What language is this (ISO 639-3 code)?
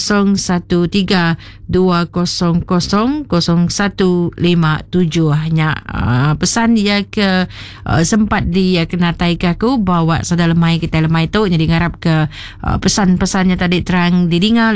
iba